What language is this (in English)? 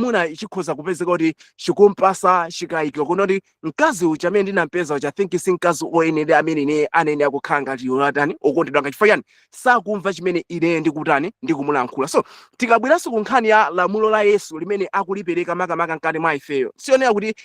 Nyanja